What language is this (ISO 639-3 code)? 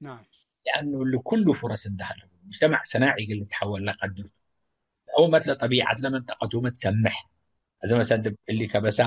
tig